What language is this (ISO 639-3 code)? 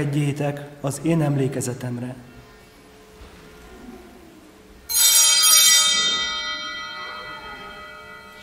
hun